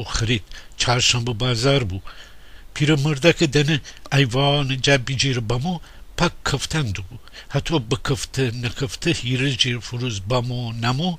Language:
Gilaki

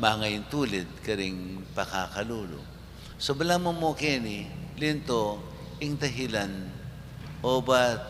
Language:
Pampanga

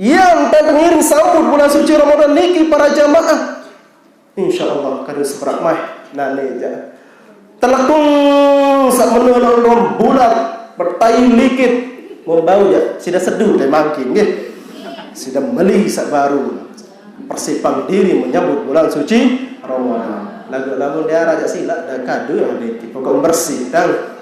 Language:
Sasak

